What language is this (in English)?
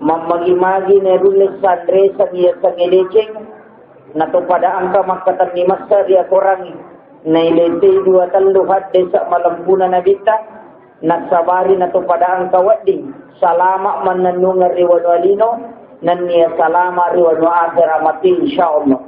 Buginese